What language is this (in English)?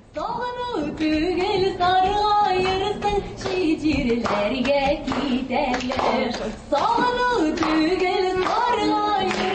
Tatar